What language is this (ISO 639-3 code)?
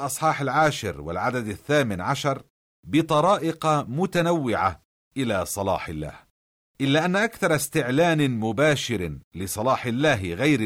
ara